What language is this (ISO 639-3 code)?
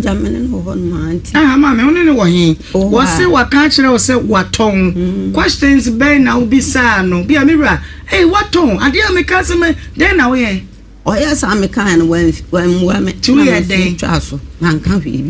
aka